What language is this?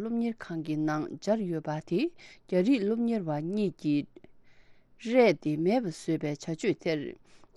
Tibetan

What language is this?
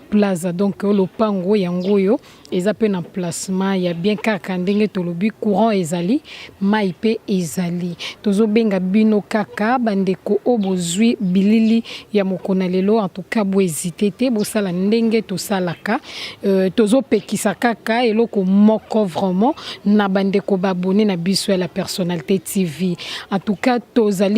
Lingala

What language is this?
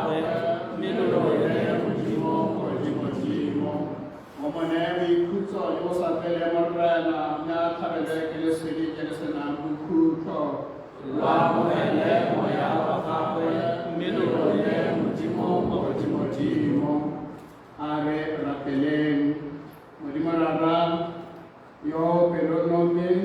Tswana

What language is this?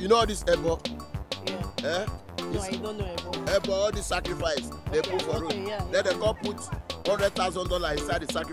Nigerian Pidgin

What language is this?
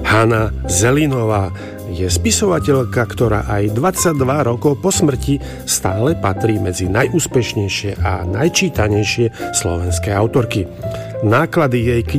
Slovak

